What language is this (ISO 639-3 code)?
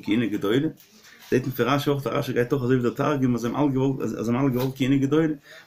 yid